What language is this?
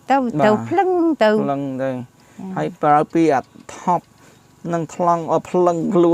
Khmer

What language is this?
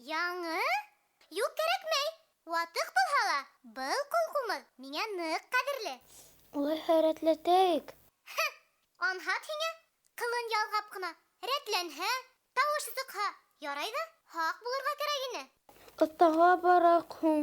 Bashkir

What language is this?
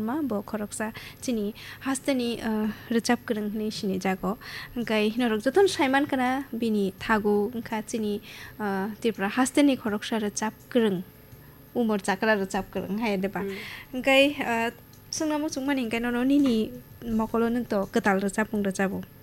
Kok Borok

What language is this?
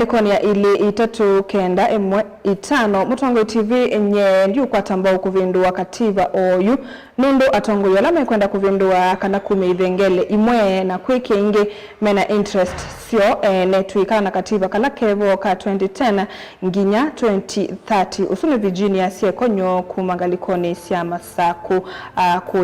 Kamba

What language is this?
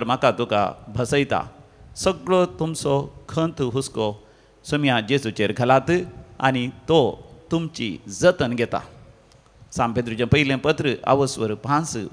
Konkani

